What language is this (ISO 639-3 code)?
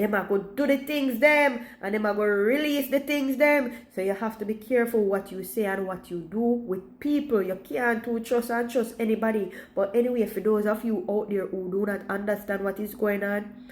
jam